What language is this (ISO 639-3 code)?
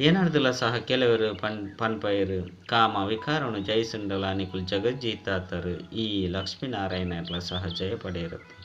tcy